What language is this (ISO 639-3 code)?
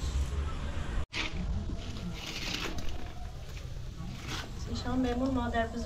fas